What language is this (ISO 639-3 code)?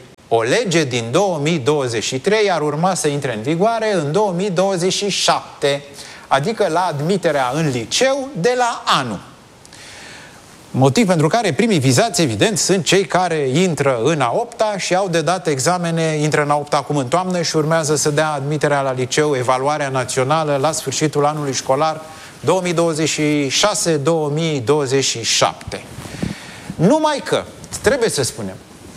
ron